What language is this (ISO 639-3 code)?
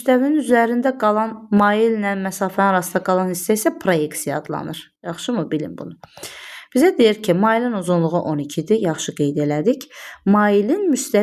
aze